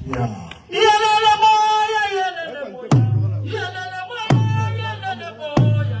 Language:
Northern Sotho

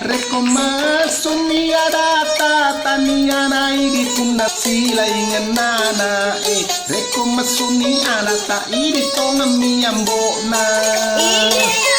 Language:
Buginese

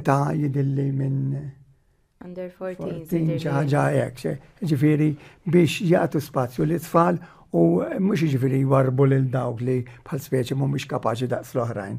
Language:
Maltese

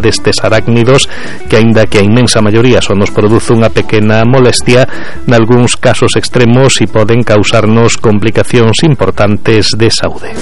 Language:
Galician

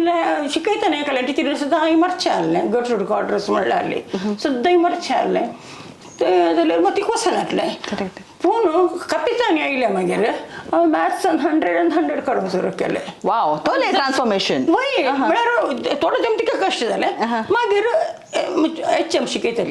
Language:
Konkani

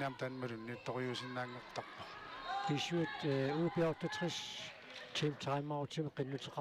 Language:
Kalaallisut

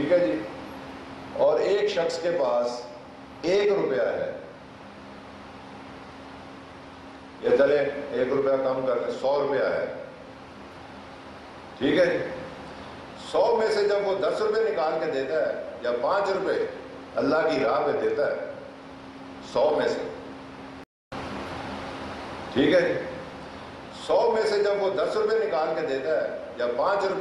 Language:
Urdu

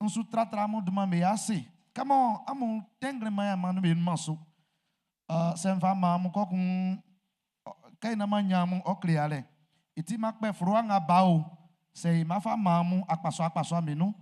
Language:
Baoulé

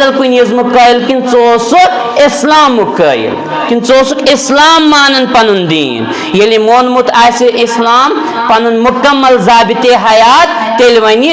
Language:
Kashmiri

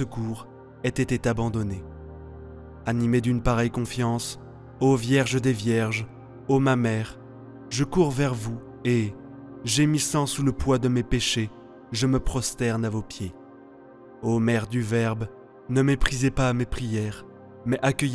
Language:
French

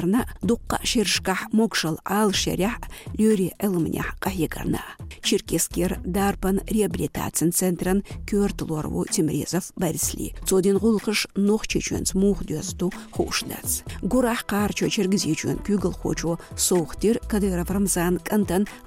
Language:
Chechen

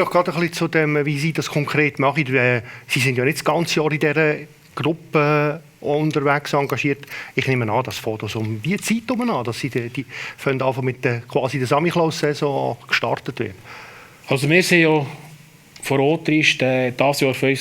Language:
Swiss German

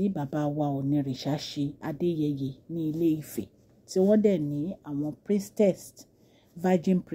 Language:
Yoruba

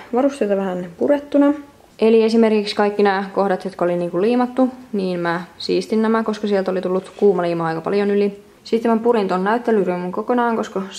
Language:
Finnish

